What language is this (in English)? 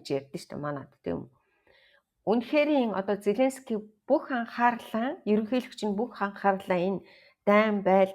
Mongolian